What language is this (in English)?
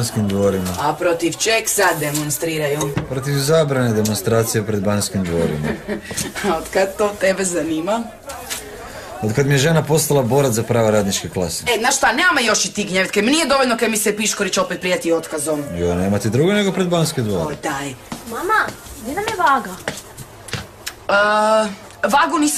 Croatian